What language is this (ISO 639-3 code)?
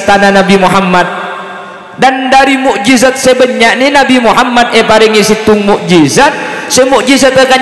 mad